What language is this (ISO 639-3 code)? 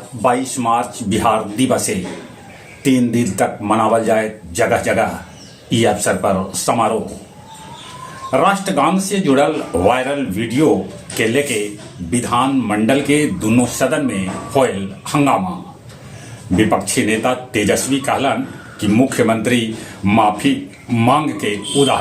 mag